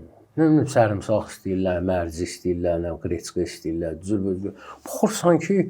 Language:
Azerbaijani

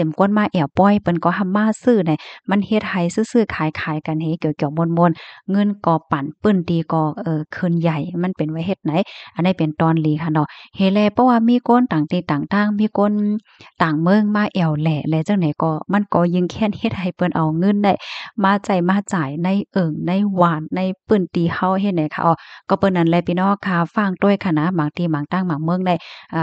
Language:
Shan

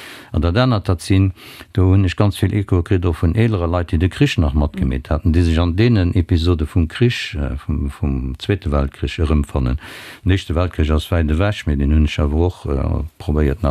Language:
Luxembourgish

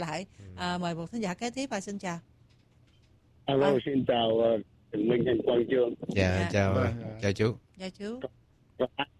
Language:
Vietnamese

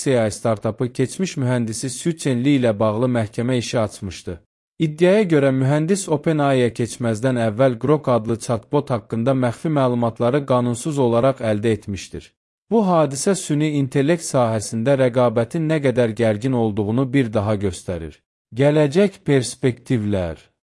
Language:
Azerbaijani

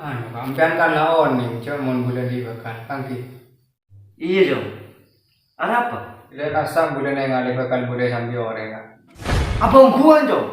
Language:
Madurese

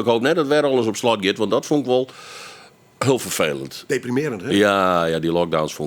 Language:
Western Frisian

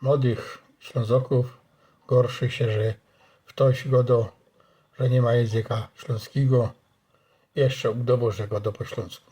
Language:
Silesian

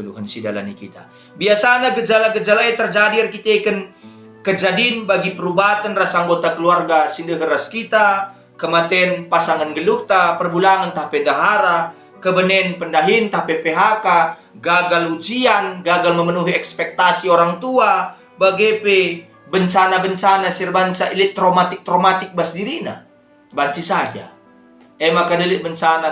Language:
Batak Karo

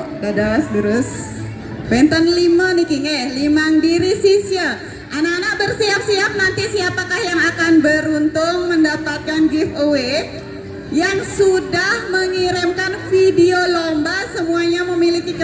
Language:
Balinese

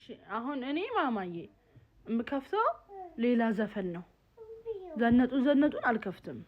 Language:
Amharic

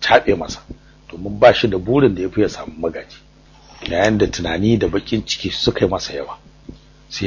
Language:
Hausa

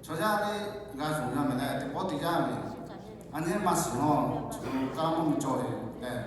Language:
Lahu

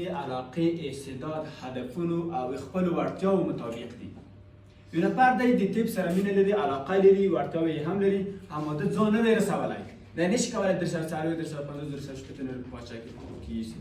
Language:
Pashto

